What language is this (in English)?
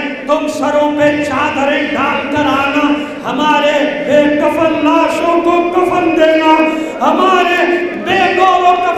Urdu